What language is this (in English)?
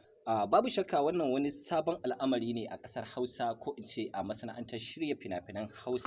Hausa